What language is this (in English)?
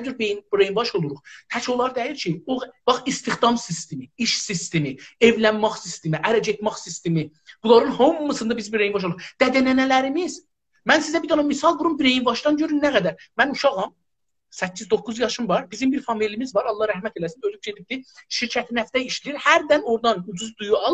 South Azerbaijani